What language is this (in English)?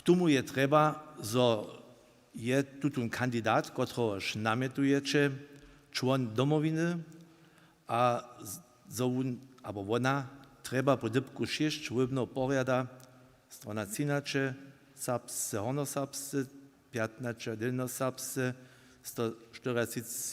Upper Sorbian